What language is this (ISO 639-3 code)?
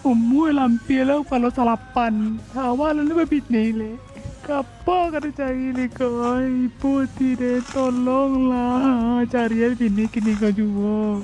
min